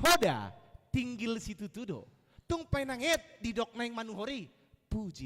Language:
Batak Toba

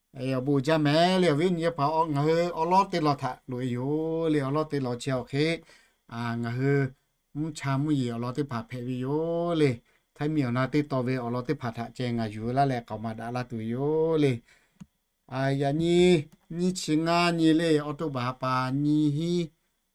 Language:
Lahu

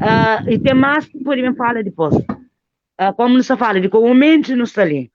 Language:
Kabuverdianu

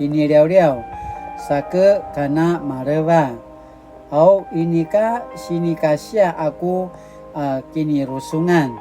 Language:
Paiwan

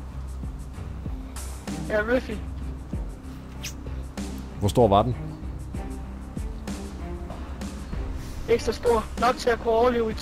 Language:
Danish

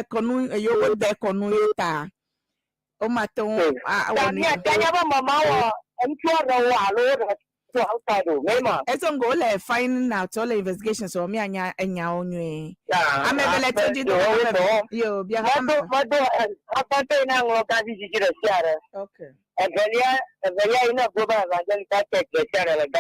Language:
Ewe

